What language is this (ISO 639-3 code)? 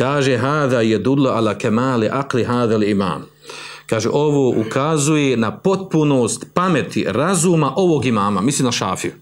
bos